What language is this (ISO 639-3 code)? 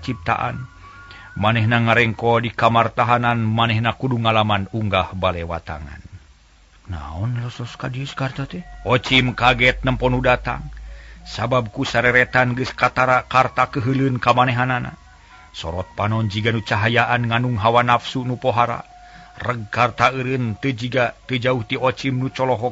sun